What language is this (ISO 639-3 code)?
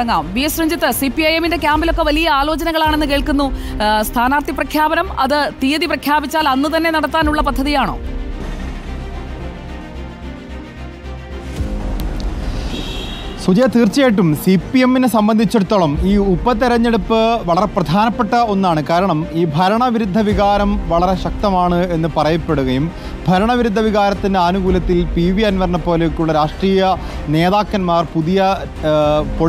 mal